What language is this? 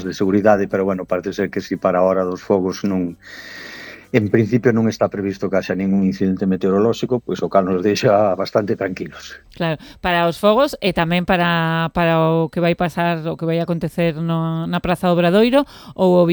Galician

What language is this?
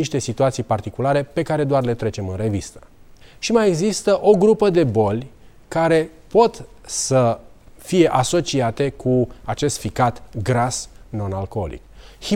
Romanian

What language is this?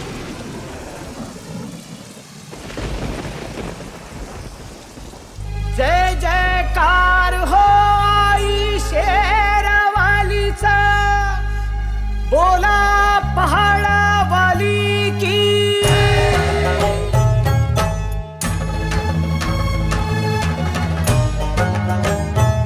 Marathi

